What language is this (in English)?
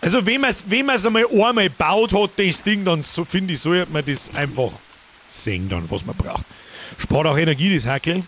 Bavarian